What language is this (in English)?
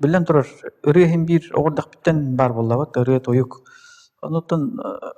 Yakut